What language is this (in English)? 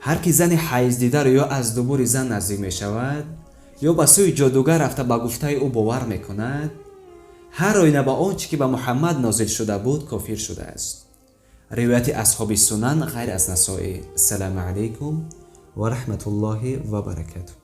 Tajik